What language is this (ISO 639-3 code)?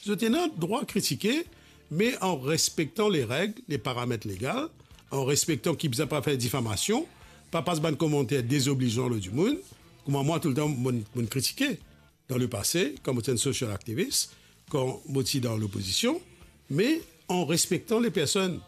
mfe